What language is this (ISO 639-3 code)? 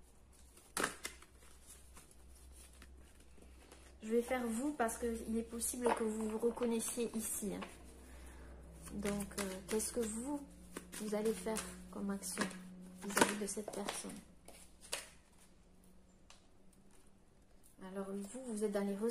fra